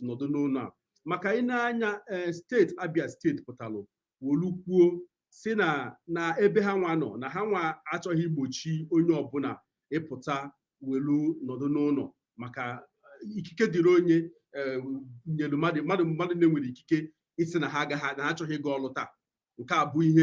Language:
Igbo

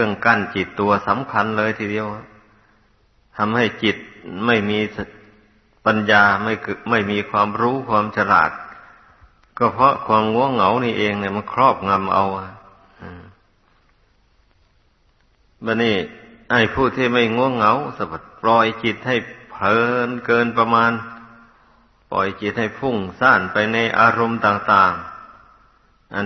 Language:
Thai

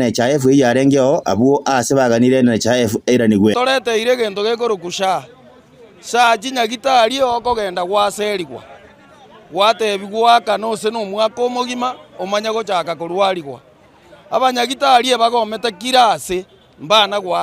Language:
Gusii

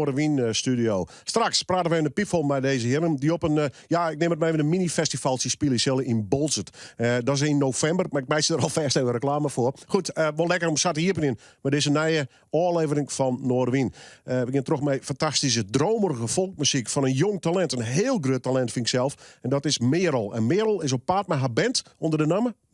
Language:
Western Frisian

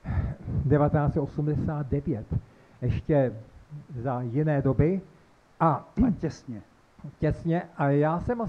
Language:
Czech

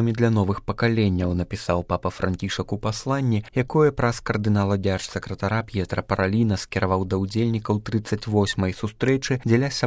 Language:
Belarusian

